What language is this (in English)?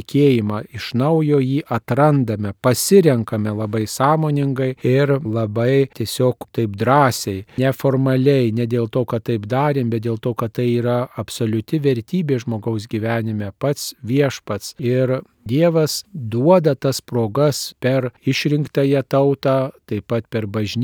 Lithuanian